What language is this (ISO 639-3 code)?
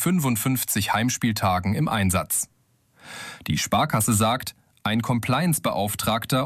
deu